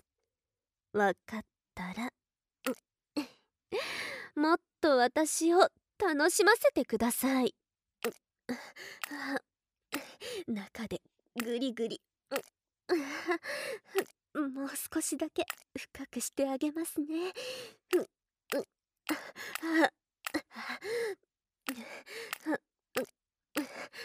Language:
Japanese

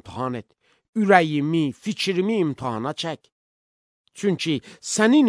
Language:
Azerbaijani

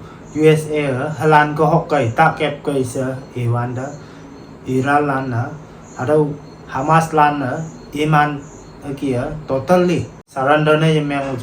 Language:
Konyak Naga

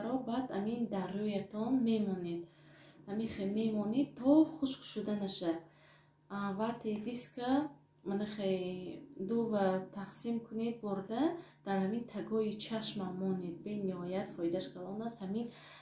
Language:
Tajik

